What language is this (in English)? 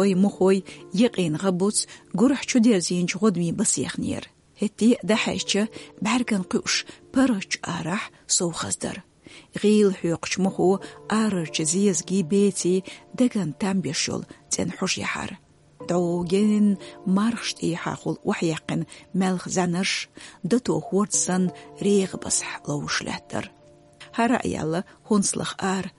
Chechen